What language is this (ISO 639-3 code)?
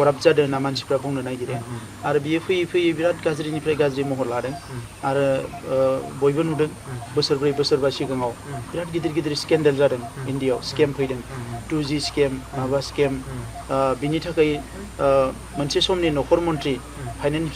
brx